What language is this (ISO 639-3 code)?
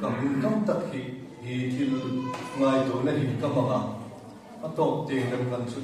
hmr